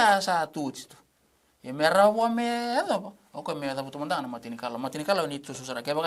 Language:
Fijian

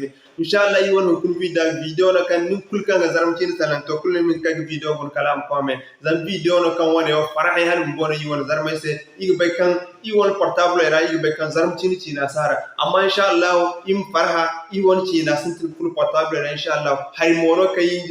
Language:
Zarma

